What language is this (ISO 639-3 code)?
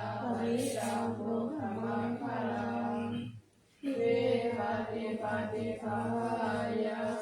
pli